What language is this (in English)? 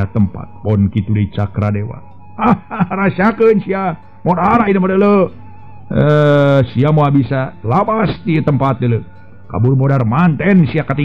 Sundanese